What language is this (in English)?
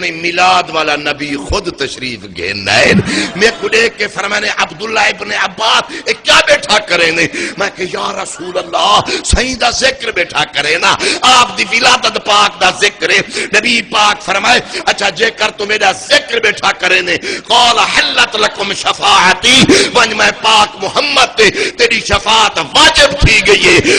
Saraiki